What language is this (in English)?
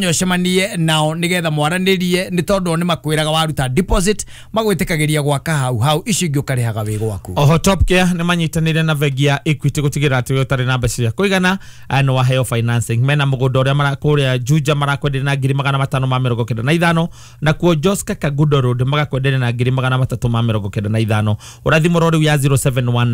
Kikuyu